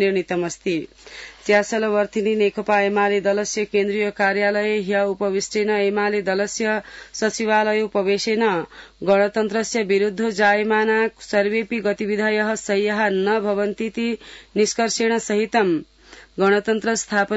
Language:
Sanskrit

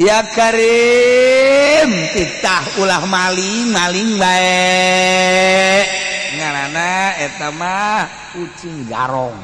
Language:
Sundanese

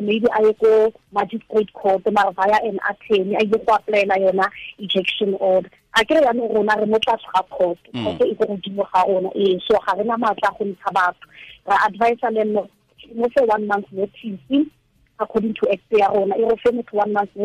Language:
Tswana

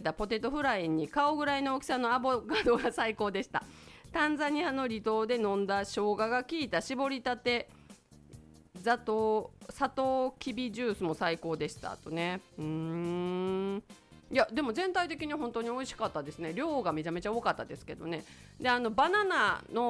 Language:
Japanese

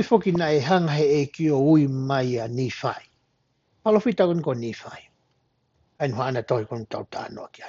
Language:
Tongan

